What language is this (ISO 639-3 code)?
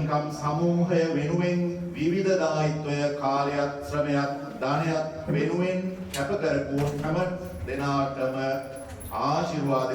sin